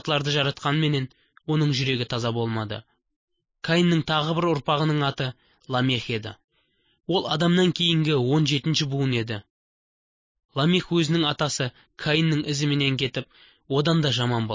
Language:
Kazakh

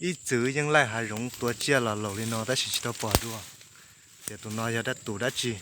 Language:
Hmong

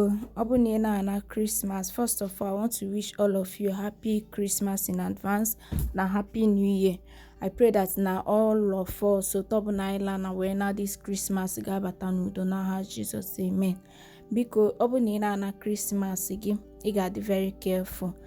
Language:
Igbo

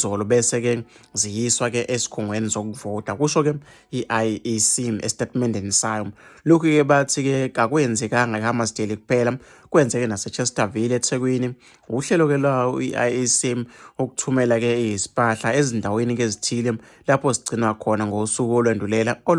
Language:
Zulu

